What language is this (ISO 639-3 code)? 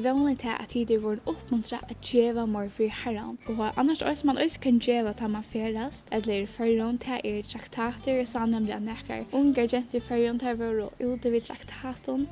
fao